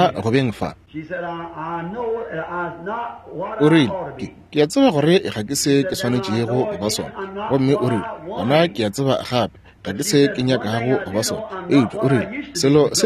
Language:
Northern Sotho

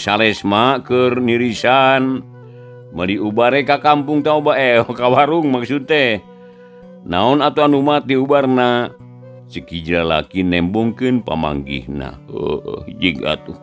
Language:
Sundanese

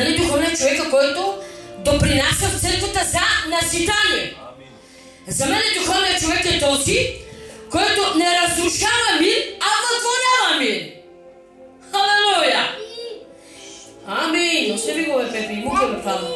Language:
Bulgarian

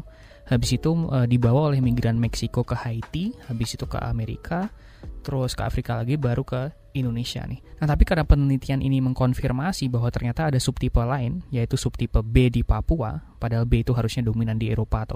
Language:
Indonesian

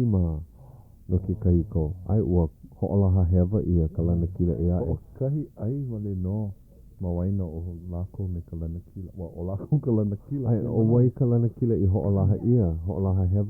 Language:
Hawaiian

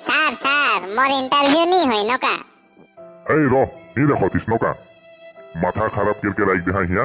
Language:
Sadri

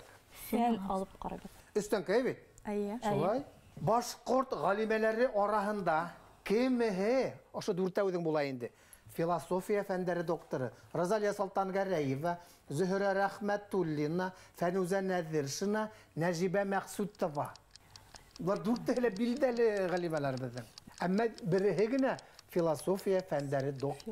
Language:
Bashkir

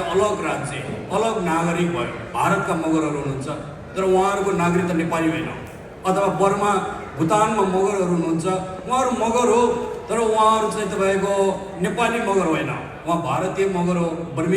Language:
Nepali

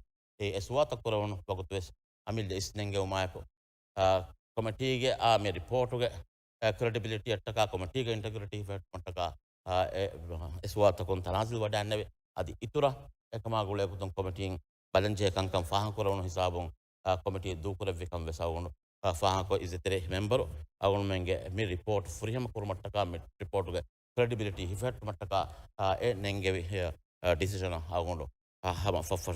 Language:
Divehi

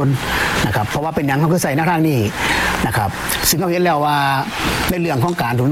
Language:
Thai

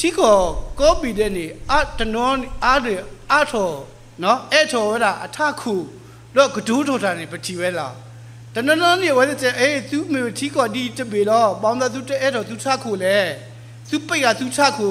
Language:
S'gaw Karen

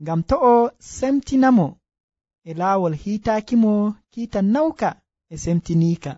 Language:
Nigerian Fulfulde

